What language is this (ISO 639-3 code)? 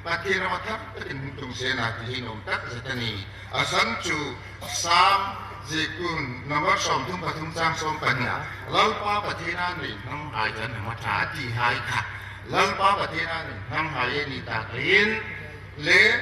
hmr